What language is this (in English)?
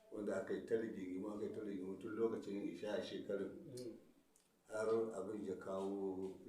Hausa